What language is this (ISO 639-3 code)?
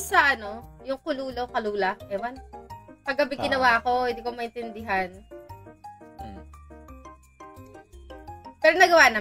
fil